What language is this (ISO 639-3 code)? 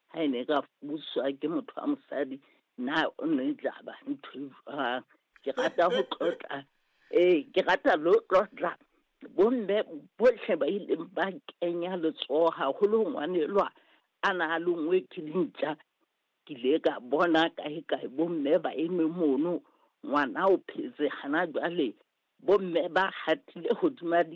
sot